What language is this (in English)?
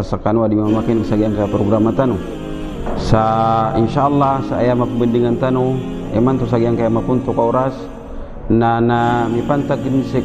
Maranao